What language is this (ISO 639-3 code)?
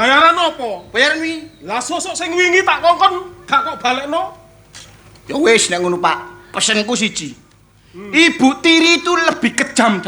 jav